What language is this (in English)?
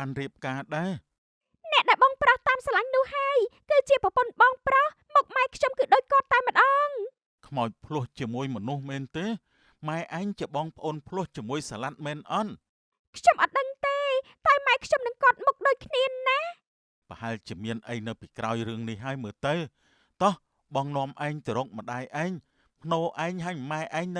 Khmer